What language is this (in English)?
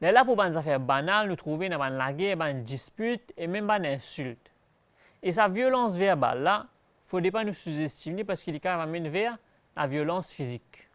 Morisyen